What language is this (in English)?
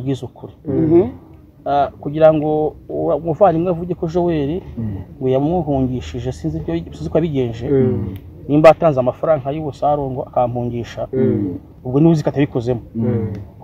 Kinyarwanda